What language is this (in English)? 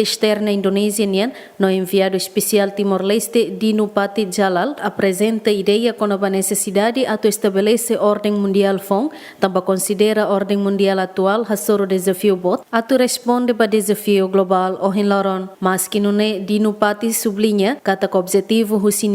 Tetum